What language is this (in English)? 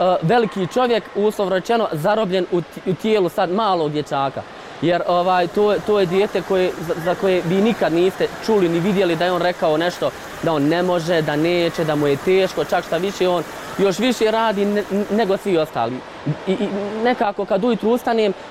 Bosnian